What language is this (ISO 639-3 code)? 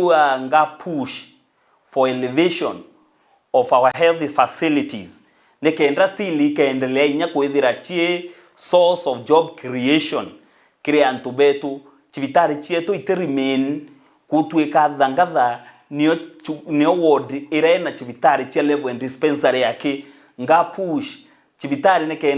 mer